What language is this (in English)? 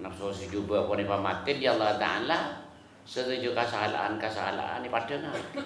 Madurese